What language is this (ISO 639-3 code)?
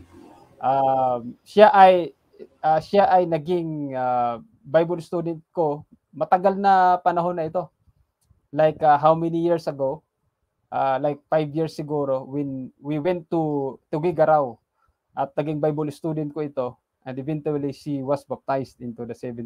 fil